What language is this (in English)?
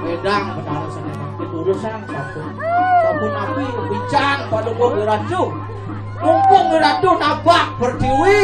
Balinese